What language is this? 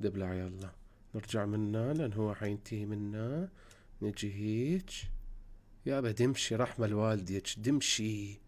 Mesopotamian Arabic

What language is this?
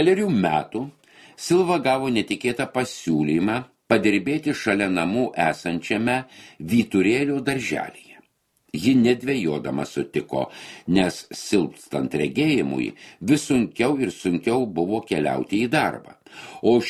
Lithuanian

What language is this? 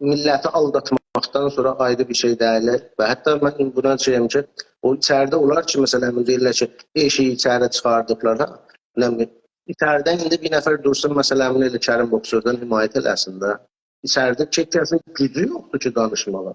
South Azerbaijani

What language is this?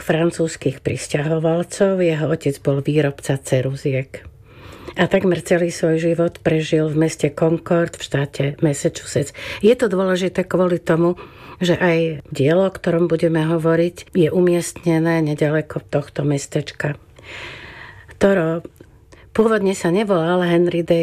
Slovak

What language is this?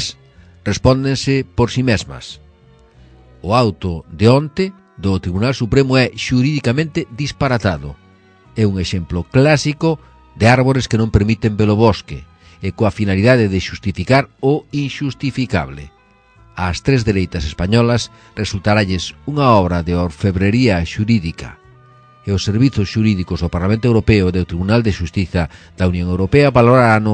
Galician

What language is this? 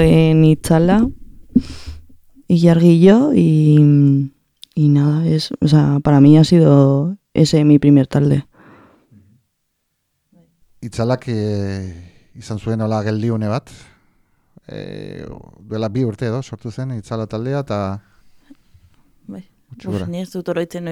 Basque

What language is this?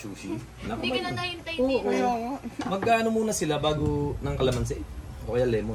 Filipino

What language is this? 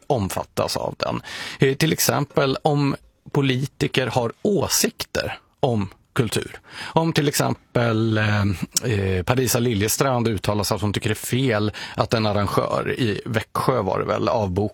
Swedish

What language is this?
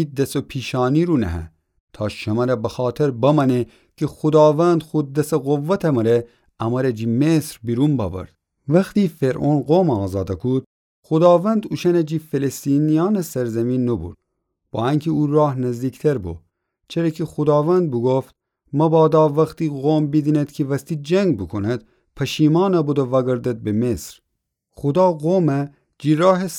Gilaki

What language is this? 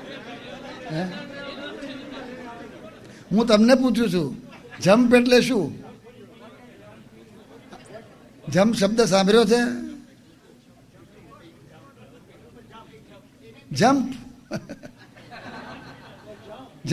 Gujarati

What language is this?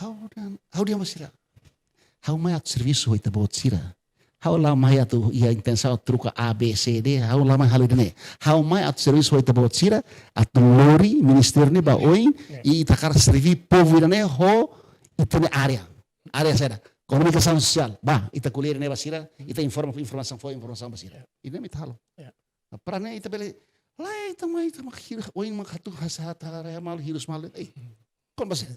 Tetum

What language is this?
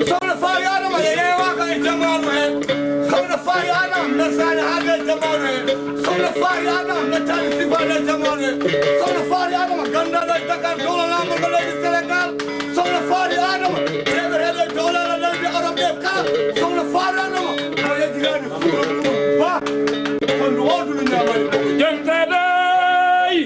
Fula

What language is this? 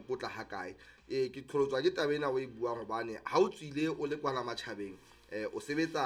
Southern Sotho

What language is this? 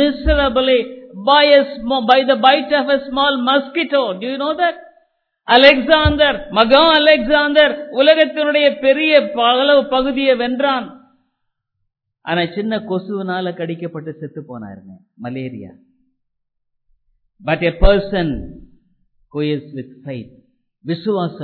Tamil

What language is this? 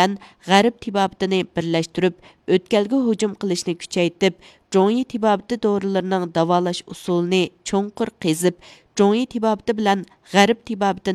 Uyghur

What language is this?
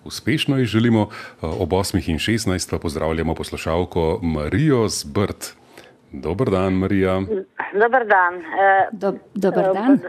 Slovenian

